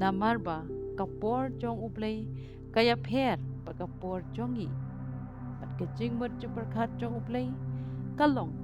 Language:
Khasi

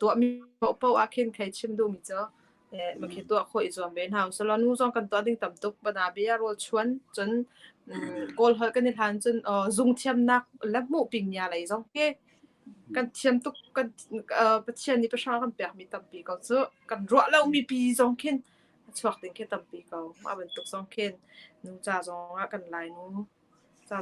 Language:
Hakha Chin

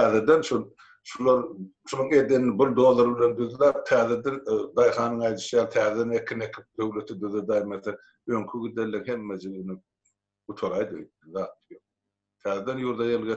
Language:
Turkmen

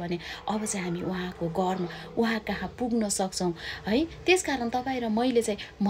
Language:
Nepali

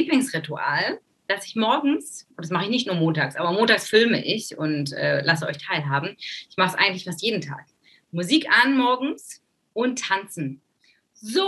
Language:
German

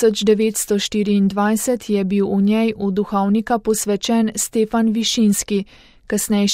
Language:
Slovenian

